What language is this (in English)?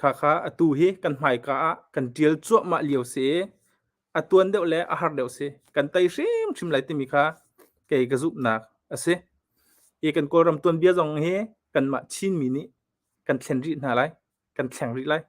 Hakha Chin